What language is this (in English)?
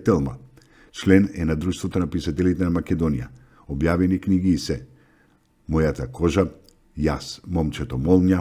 Macedonian